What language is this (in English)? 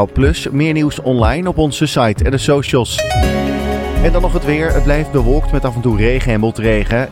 Dutch